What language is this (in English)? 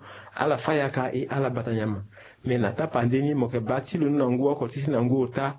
Sango